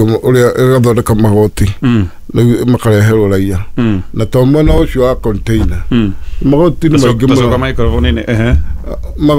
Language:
Kikuyu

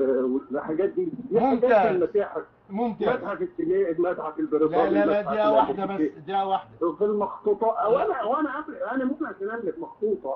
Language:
Egyptian Arabic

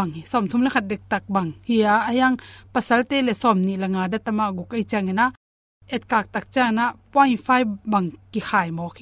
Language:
Tedim Chin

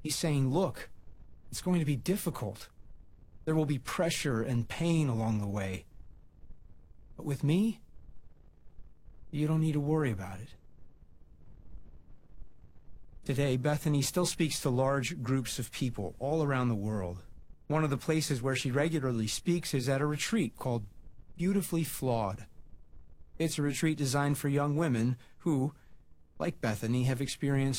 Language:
English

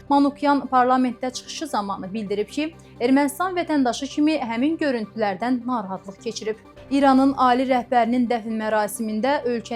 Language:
Azerbaijani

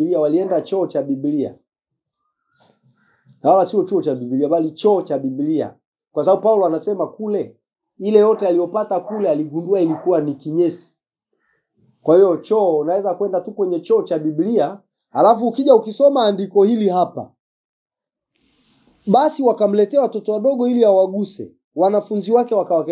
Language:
Swahili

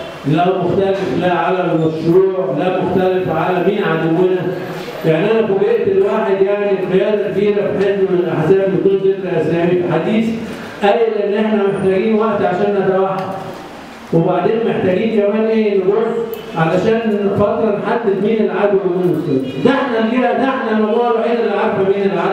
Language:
Egyptian Arabic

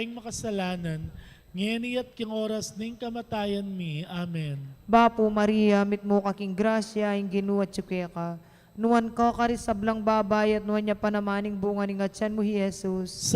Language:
Pampanga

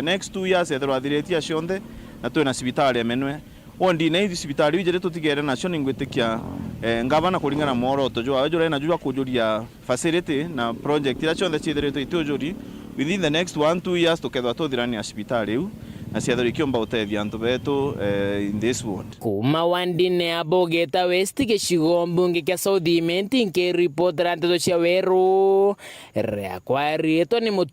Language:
Meru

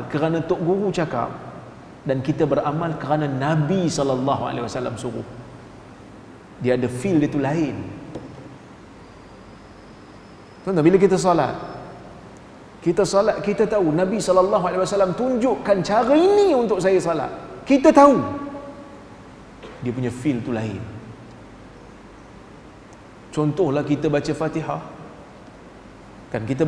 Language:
Malay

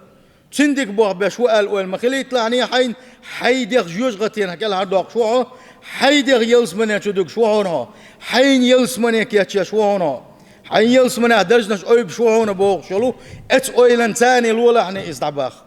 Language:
Chechen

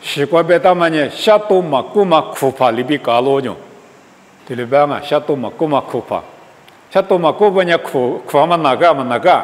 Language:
Lisu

